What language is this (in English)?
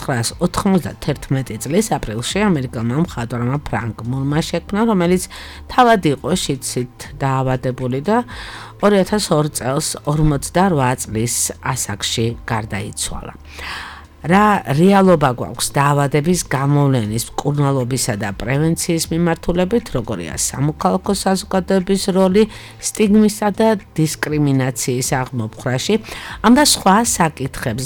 Georgian